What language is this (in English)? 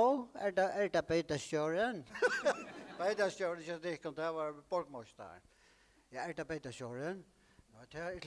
Faroese